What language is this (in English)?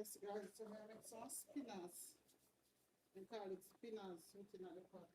Jamaican Creole English